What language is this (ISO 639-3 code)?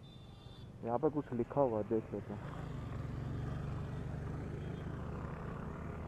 hin